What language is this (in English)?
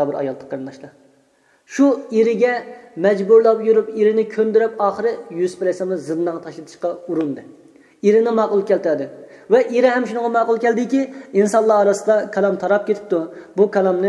Uyghur